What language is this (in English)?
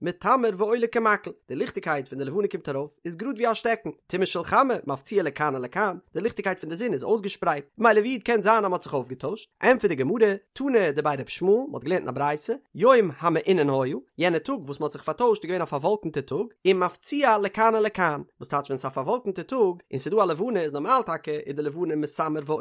Yiddish